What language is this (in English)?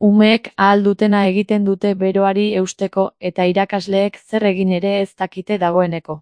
Basque